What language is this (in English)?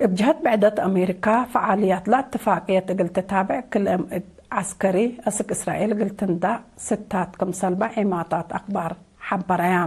Tigre